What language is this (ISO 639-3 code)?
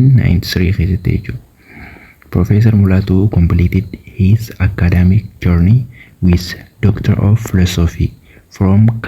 orm